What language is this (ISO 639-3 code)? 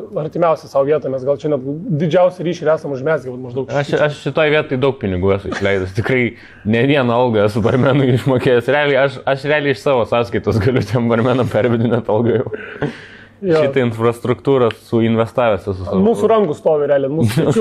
lit